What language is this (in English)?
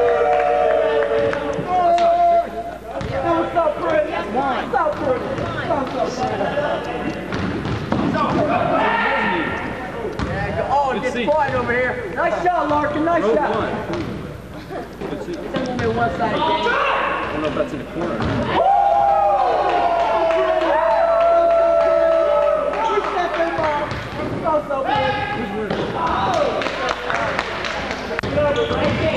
English